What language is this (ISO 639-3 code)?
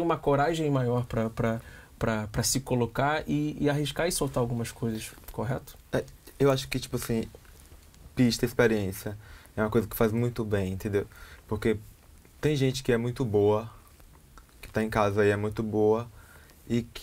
por